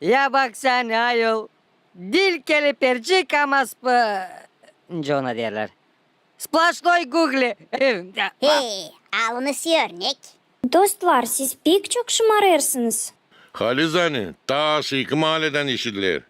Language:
Gagauz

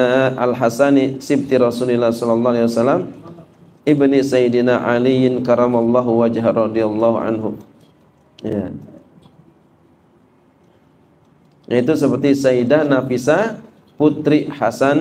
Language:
Indonesian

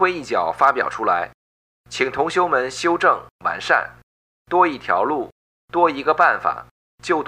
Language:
Chinese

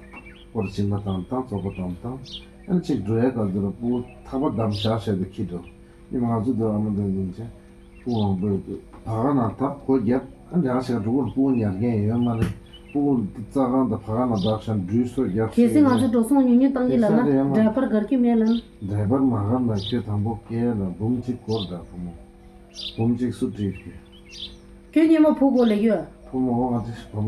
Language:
Tibetan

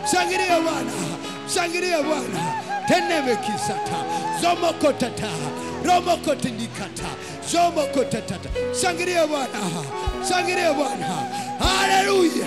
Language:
Swahili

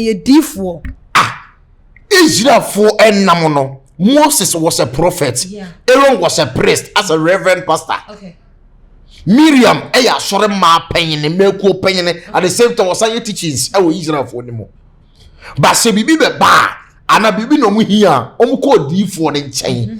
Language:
Akan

